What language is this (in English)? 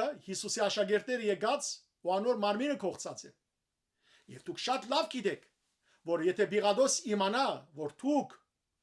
Western Armenian